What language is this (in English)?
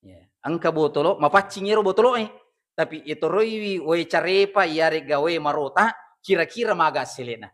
Buginese